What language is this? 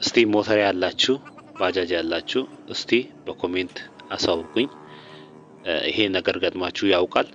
Amharic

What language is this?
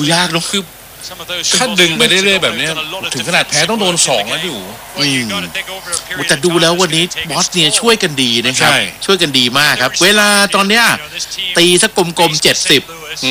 Thai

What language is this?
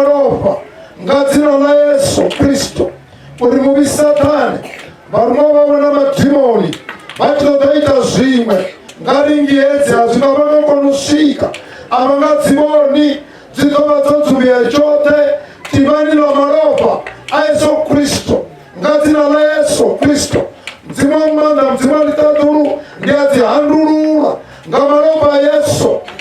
Venda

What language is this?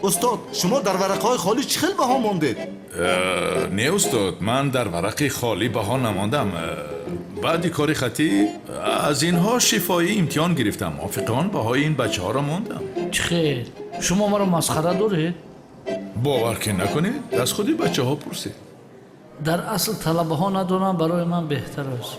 Tajik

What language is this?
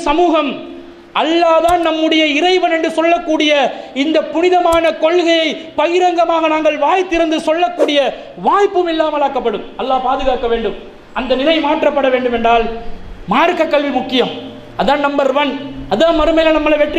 Tamil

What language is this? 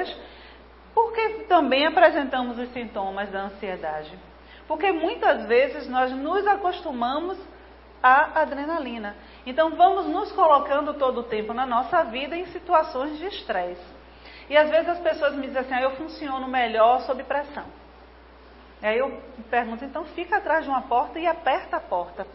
Portuguese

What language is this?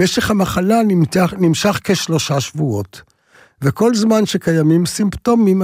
Hebrew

